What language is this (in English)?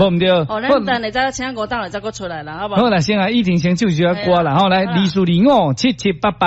Min Nan Chinese